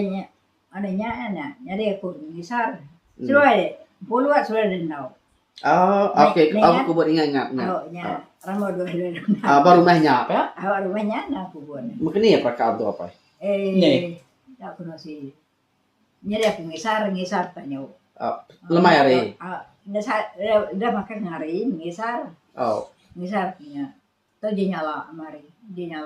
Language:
Iban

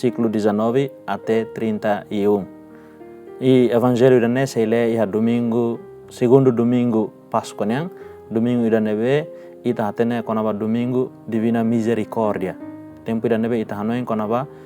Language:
Tetum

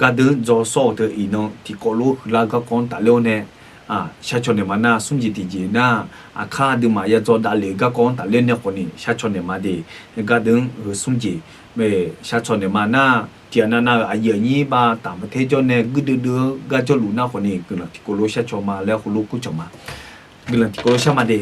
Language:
Akha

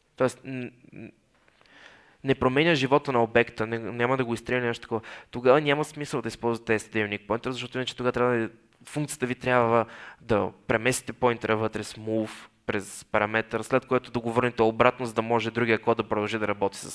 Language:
Bulgarian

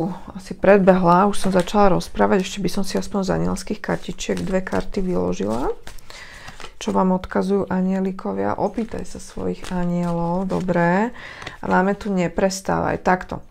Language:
Slovak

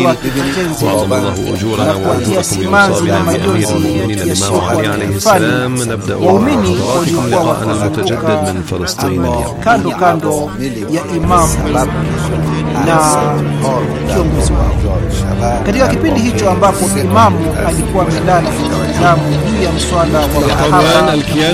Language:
Arabic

